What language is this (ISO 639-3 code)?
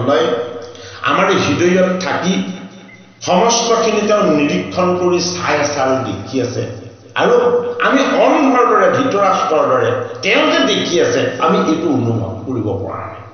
asm